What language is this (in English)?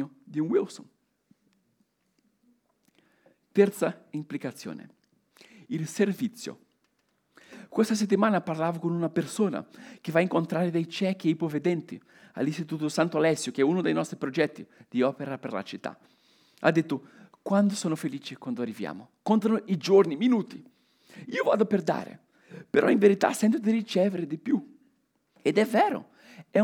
Italian